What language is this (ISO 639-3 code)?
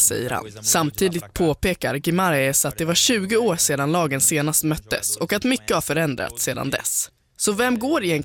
swe